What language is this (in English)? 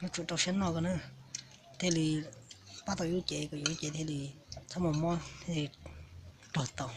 Hmong